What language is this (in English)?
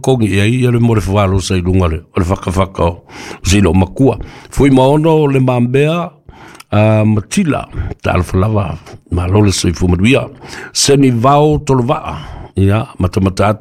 Samoan